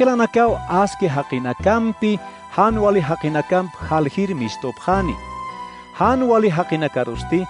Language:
Aymara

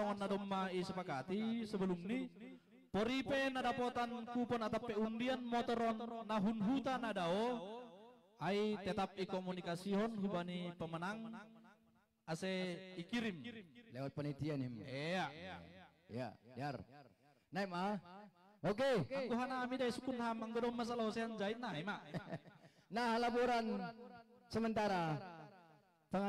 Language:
Batak Simalungun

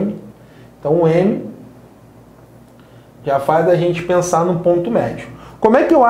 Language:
Portuguese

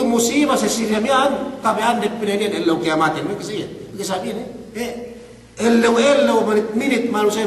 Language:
Yakan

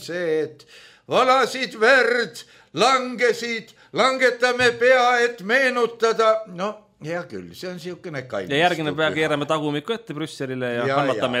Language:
Estonian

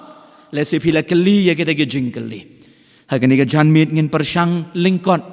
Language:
Khasi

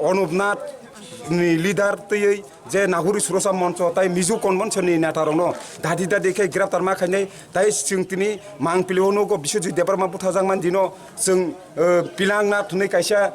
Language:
Kok Borok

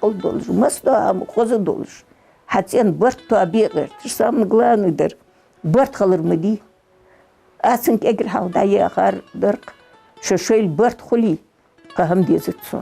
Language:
Ingush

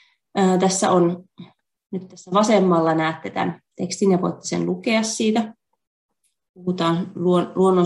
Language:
Finnish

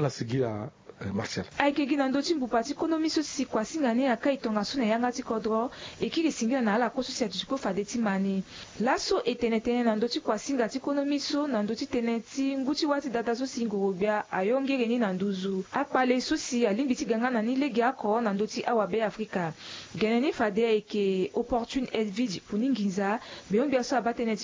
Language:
Sango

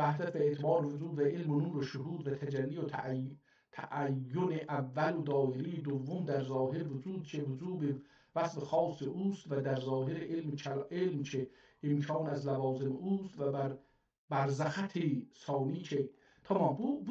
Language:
South Azerbaijani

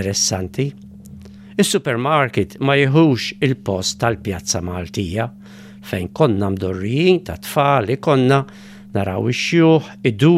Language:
Maltese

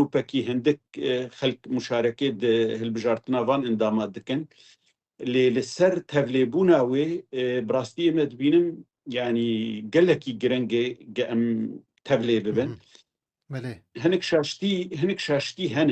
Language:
Kurdish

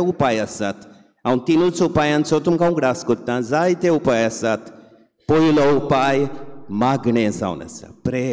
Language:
Konkani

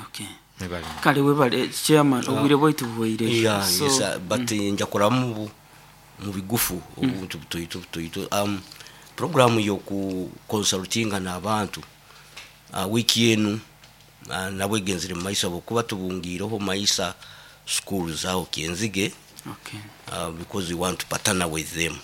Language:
Nyoro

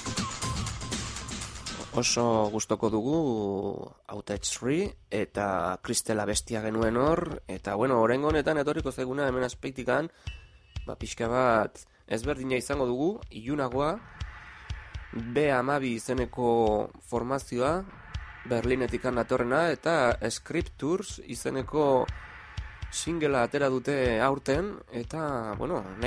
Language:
Basque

